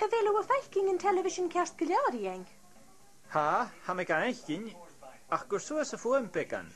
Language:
Scottish Gaelic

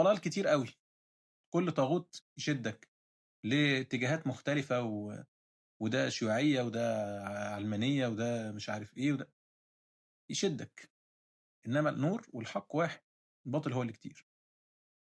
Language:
Egyptian Arabic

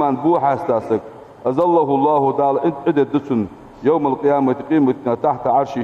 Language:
Ingush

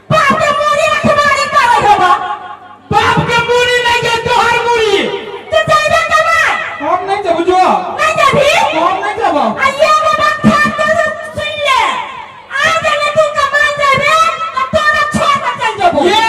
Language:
Maithili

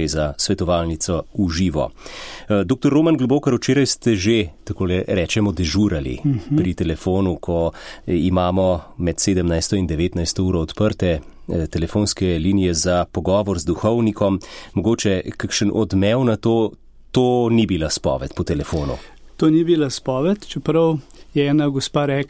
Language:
Slovenian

